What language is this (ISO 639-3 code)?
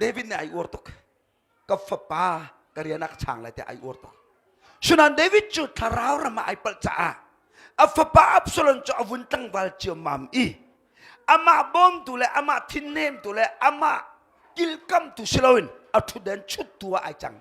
cnh